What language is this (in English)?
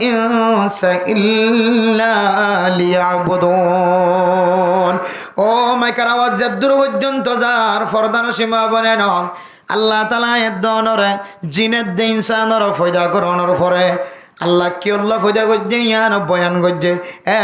Rohingya